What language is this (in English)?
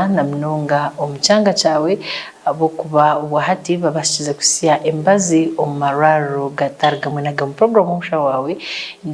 Nyankole